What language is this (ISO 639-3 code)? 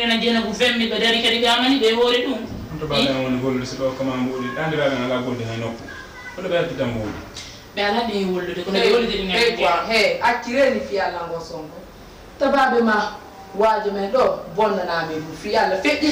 ful